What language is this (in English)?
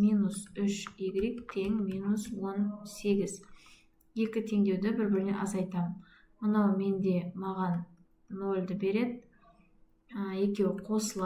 Kazakh